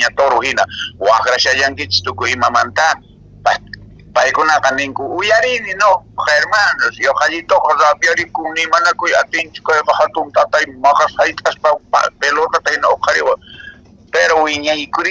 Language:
Quechua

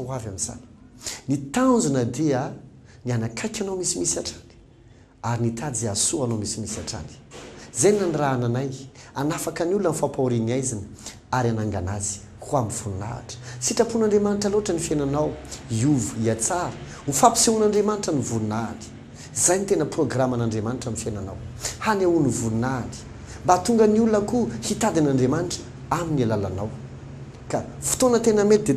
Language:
Malagasy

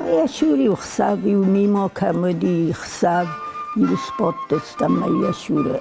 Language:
Ossetic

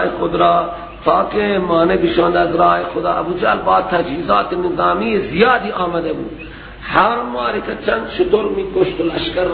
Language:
Persian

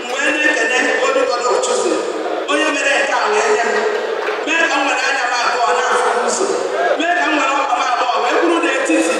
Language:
Igbo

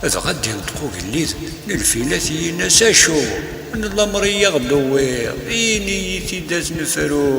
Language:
Kabyle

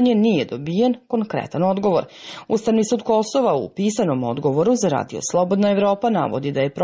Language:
Serbian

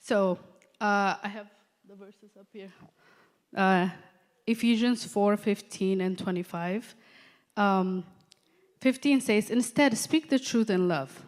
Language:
English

